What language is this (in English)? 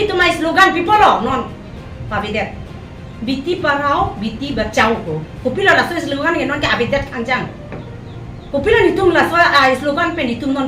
Karbi